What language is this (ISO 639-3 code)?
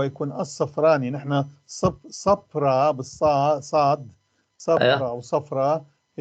apc